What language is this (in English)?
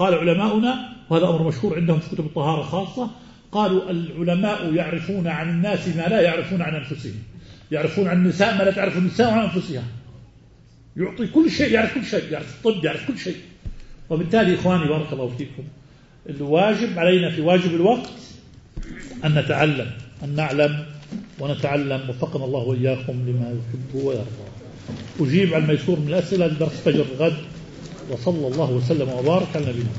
Arabic